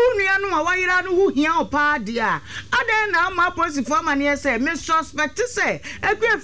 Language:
Akan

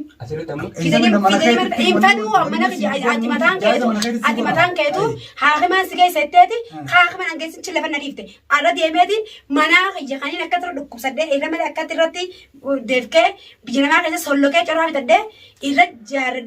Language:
Oromo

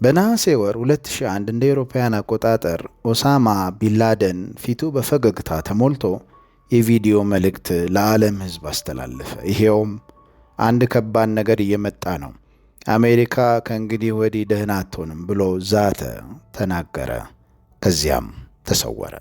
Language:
Amharic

